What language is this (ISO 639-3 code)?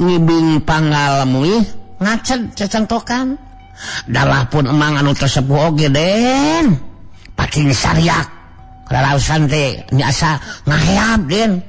sun